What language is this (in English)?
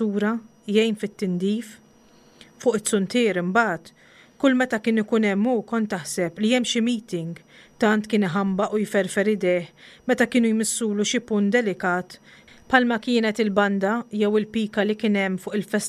Maltese